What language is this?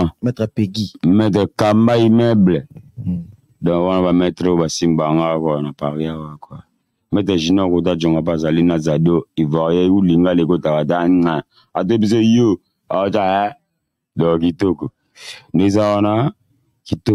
Lingala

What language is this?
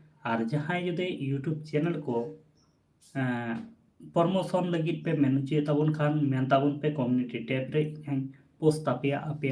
Santali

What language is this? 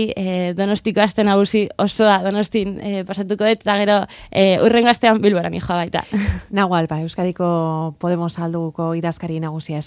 Basque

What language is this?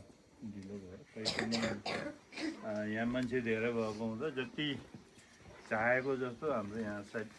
Nepali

